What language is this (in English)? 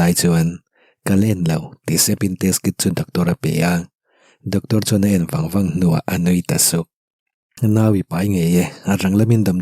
Mizo